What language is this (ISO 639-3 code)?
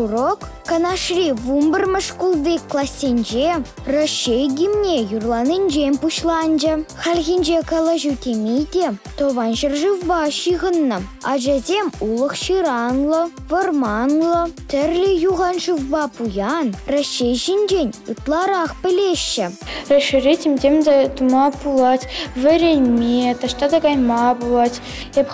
chv